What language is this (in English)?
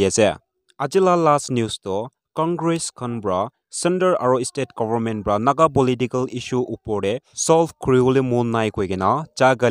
Naga Pidgin